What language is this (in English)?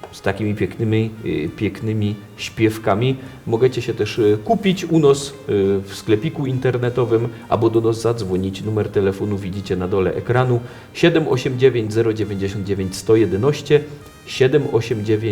Silesian